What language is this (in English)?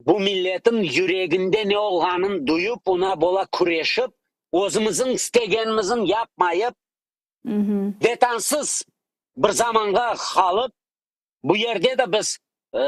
Crimean Tatar